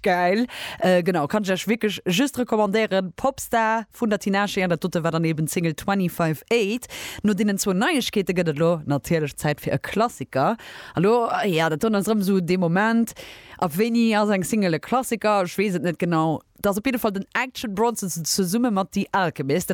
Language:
Luxembourgish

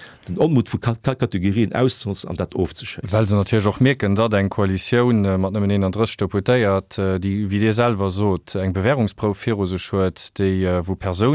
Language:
Luxembourgish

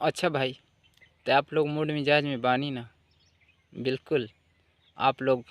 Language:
Bhojpuri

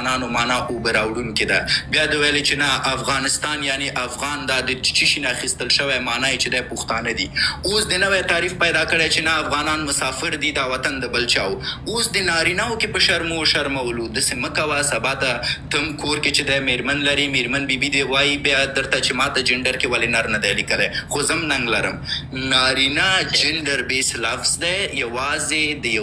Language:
Pashto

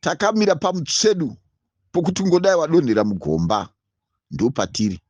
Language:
Shona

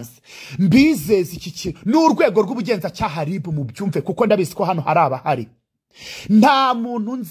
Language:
Kinyarwanda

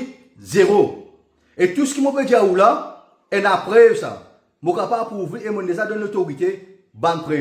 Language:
Morisyen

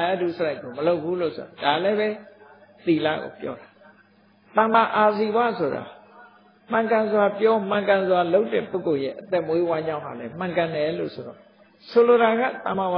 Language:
Burmese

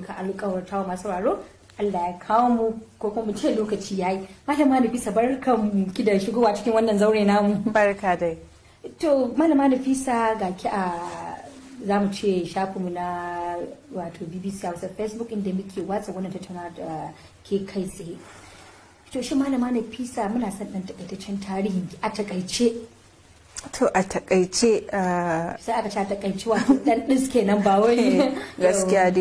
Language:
Hausa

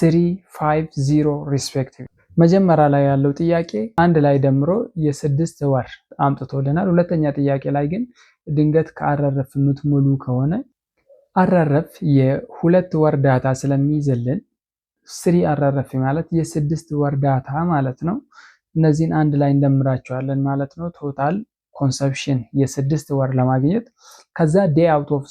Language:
Amharic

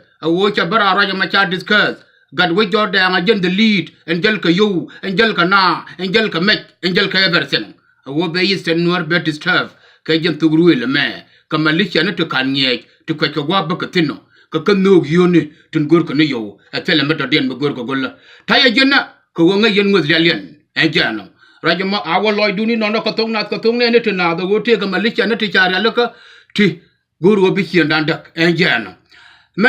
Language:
Nuer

